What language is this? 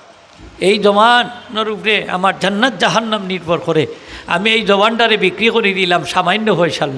Sylheti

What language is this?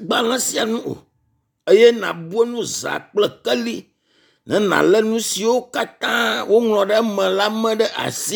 Ewe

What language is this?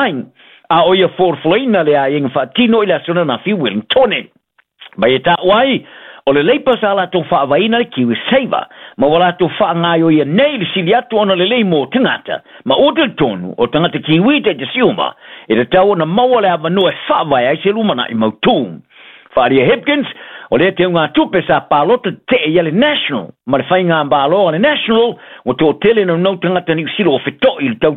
Samoan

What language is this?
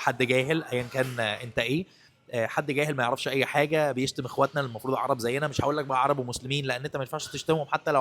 Egyptian Arabic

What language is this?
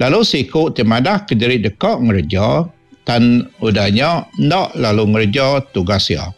Iban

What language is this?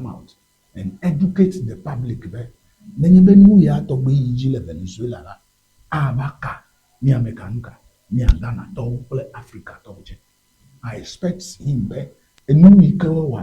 Ewe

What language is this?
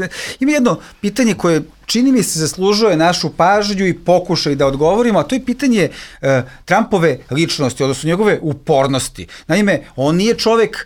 Serbian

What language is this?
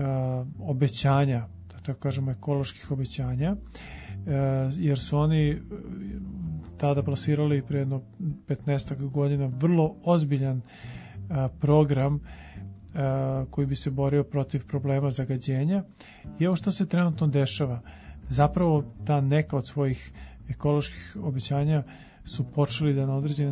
Serbian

